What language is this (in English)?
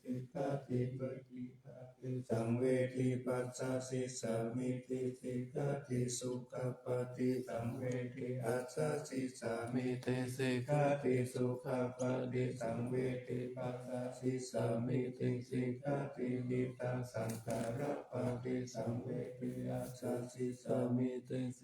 Pali